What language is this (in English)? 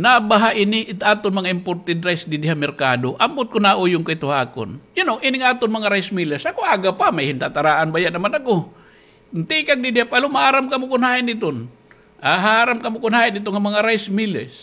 Waray